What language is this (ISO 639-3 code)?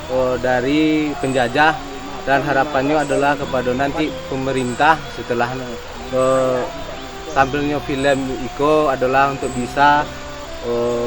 min